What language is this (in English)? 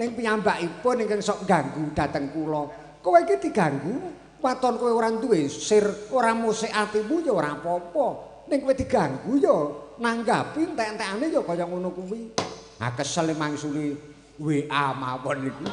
Javanese